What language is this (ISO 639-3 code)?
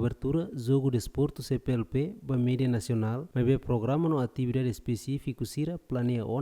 tet